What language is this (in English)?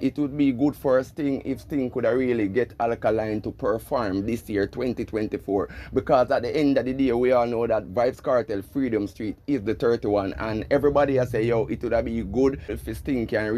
Jamaican Creole English